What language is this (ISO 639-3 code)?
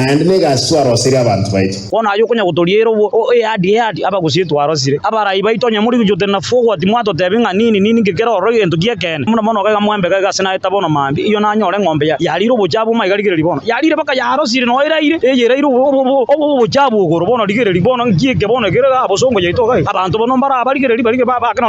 guz